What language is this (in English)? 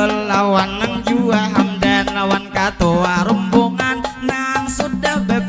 Banjar